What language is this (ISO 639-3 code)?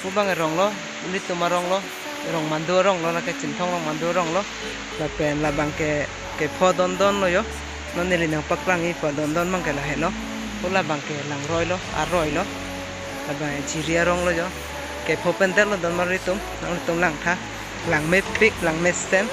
mjw